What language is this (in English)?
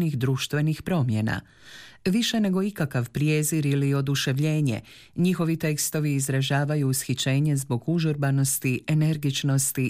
Croatian